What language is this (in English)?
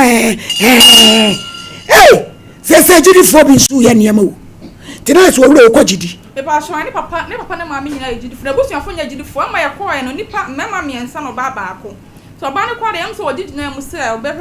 Akan